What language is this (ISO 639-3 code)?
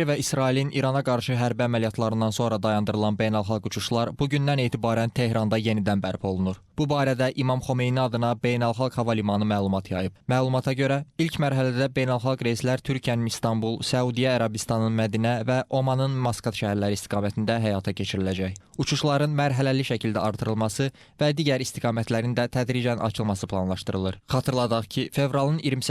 aze